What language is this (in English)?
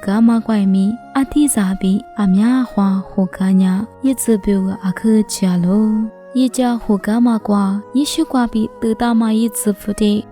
Lisu